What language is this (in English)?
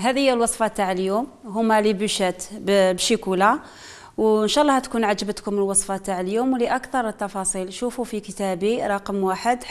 Algerian Arabic